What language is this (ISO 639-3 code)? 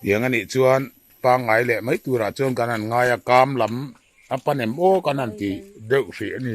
lus